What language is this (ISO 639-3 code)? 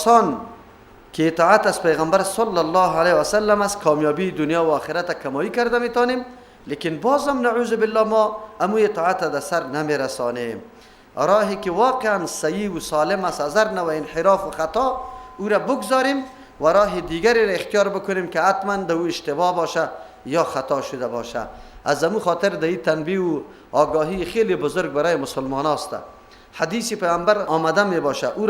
fas